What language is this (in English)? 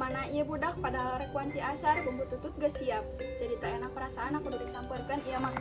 Sundanese